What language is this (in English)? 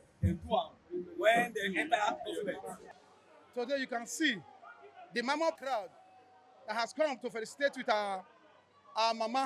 Nigerian Pidgin